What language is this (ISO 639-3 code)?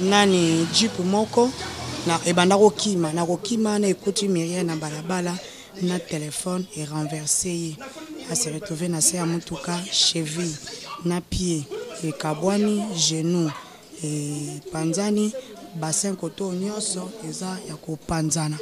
lin